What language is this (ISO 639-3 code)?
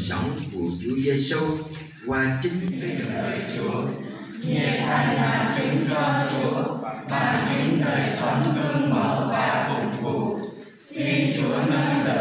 vie